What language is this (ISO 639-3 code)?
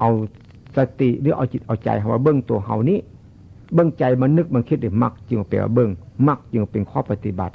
tts